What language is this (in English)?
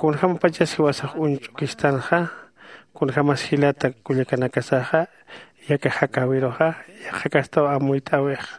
Aymara